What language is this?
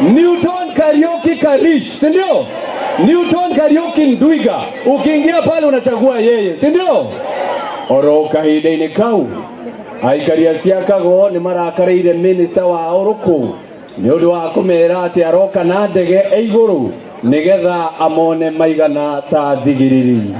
Meru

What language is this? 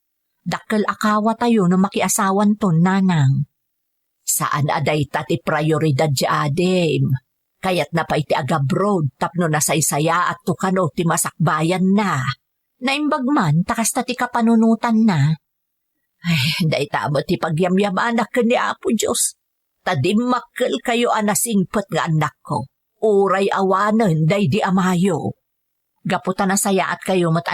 Iloko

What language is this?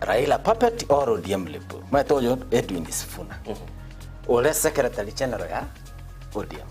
Gusii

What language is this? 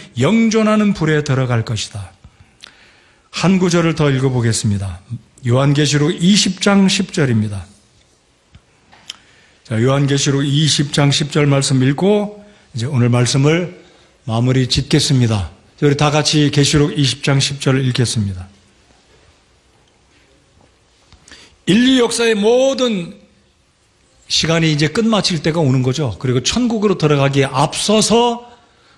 Korean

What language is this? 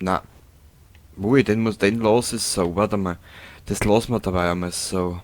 Bavarian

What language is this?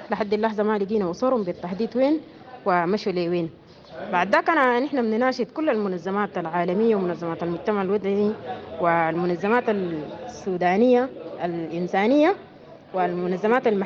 Sudanese Arabic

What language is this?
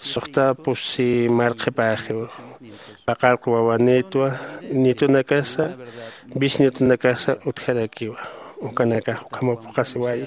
Aymara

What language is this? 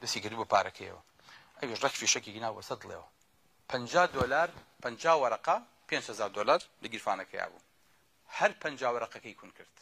Central Kurdish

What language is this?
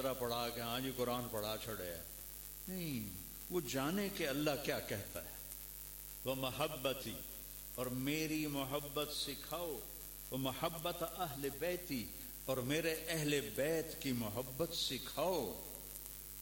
Urdu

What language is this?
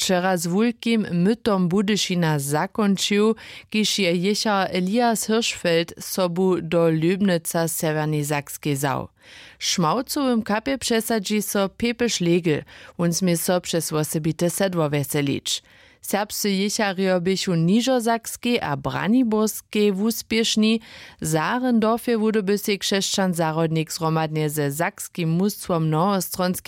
Upper Sorbian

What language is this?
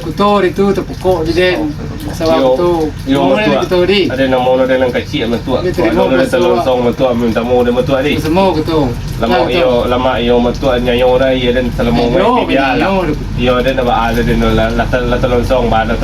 Minangkabau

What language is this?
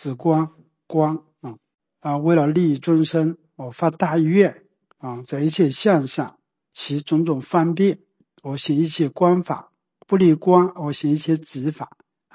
Chinese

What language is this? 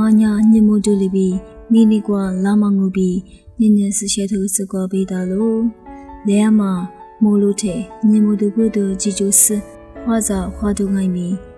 Lisu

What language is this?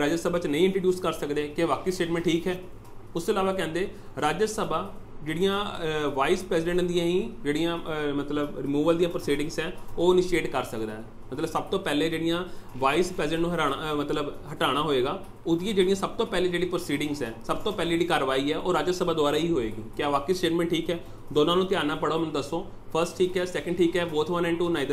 Punjabi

